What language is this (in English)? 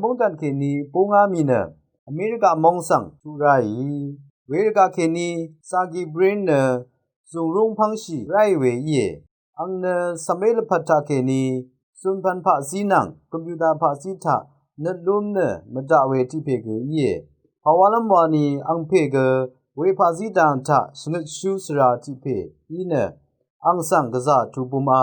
Rawang